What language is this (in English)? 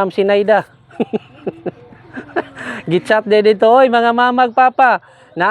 Cebuano